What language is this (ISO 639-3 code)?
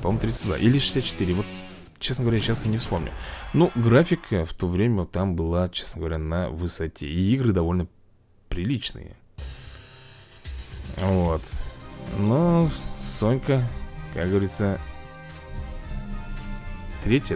rus